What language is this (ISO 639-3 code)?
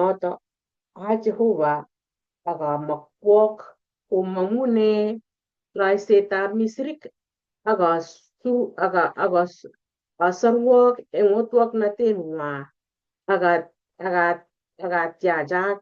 kln